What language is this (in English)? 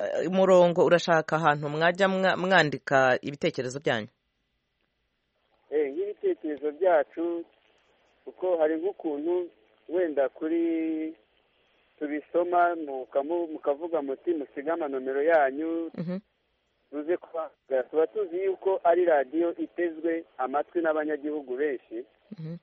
Kinyarwanda